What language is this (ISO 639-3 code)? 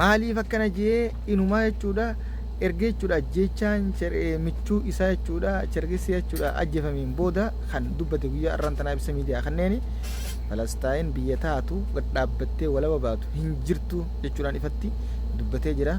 orm